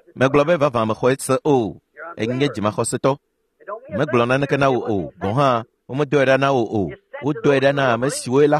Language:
Ewe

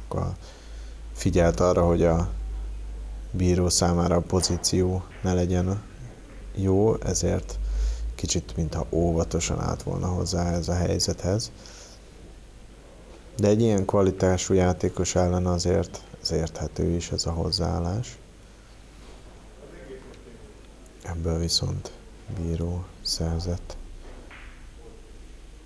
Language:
Hungarian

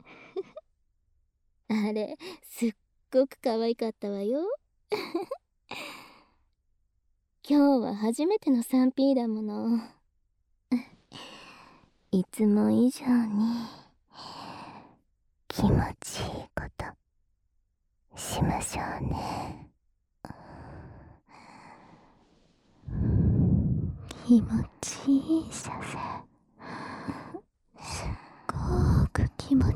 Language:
Japanese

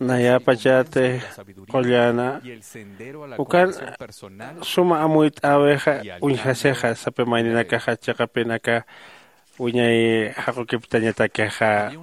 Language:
Aymara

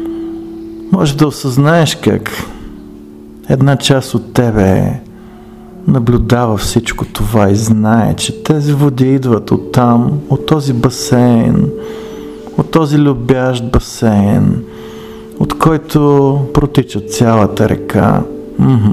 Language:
Bulgarian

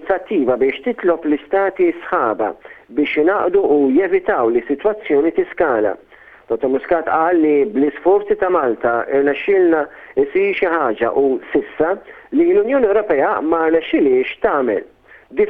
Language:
Maltese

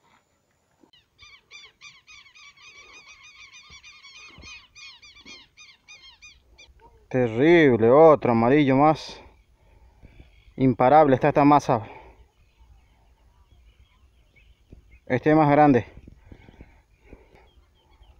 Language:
Spanish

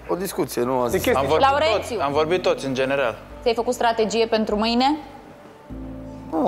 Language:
Romanian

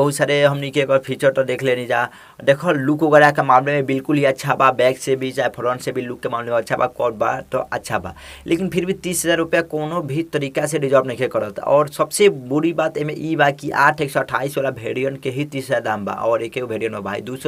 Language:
Bhojpuri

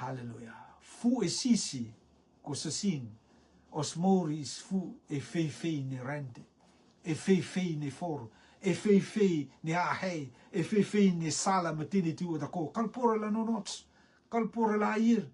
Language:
Rotuman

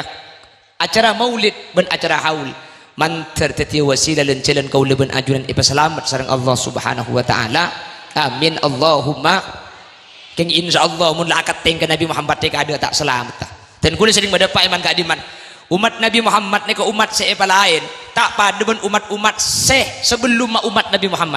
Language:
Madurese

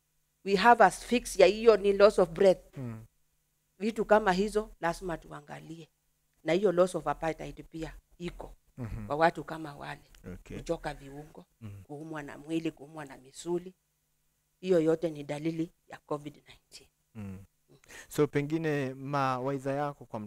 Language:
Swahili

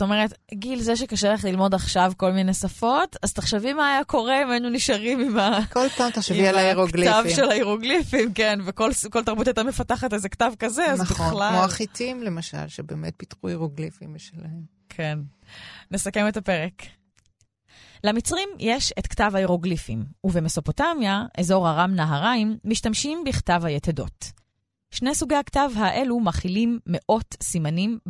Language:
Hebrew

